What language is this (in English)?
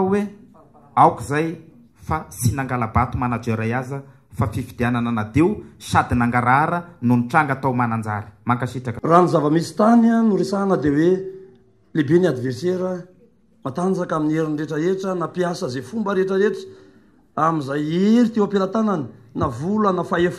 Malagasy